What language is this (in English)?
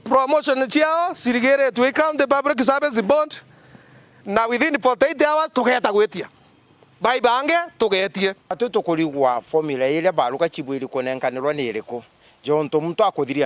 Meru